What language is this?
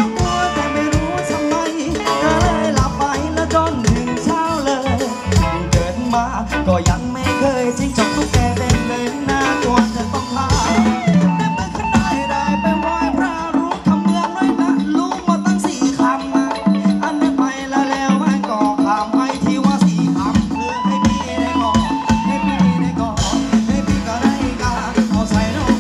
Thai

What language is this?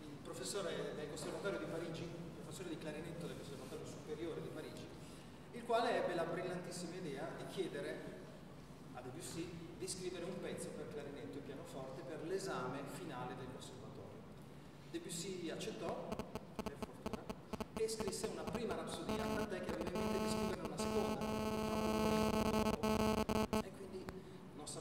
Italian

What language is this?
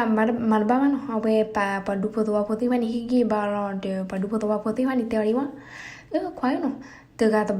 S'gaw Karen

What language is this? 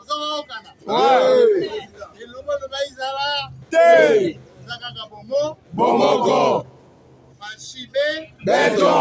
Lingala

